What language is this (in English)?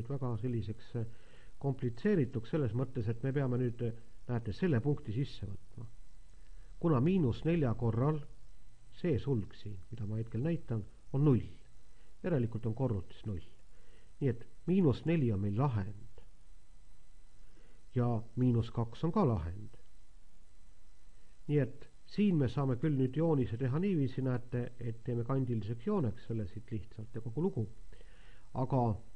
Estonian